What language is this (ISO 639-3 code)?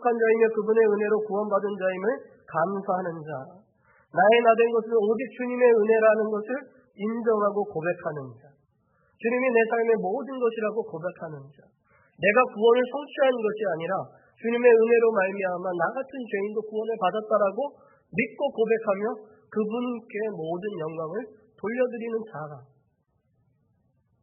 kor